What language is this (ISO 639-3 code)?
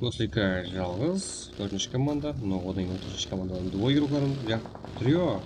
kaa